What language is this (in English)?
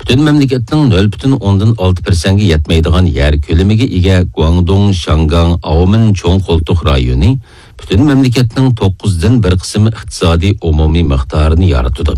Uyghur